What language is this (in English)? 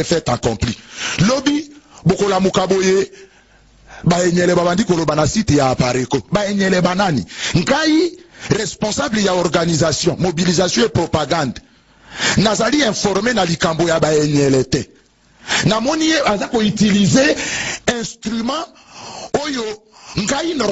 Lingala